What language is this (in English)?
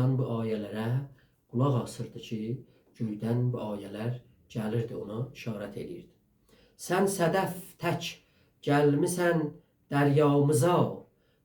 South Azerbaijani